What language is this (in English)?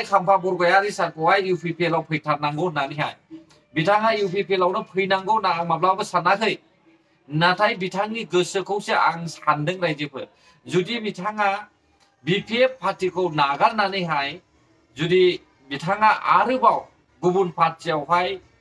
Bodo